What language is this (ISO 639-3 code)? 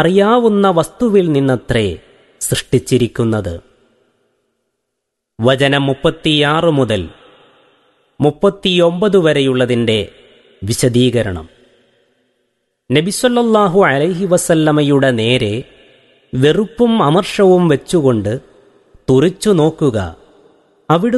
mal